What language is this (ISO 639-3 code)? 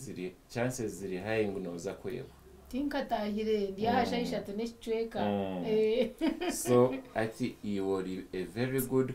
nyn